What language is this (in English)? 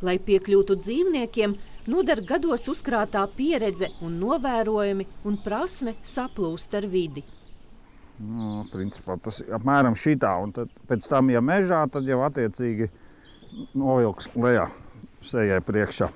Latvian